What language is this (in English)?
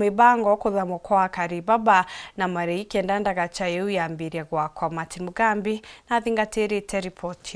Meru